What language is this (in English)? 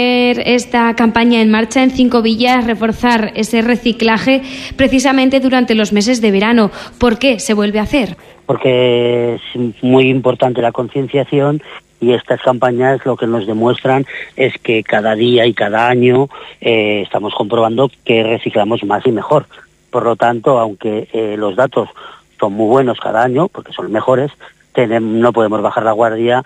Spanish